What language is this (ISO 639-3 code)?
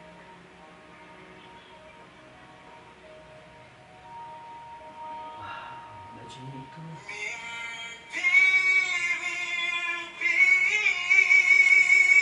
ind